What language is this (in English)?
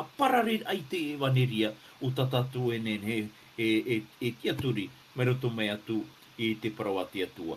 Tahitian